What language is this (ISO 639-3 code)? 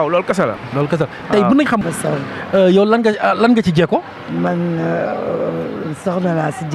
wol